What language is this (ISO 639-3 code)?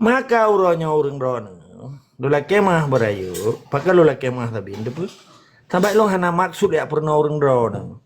ace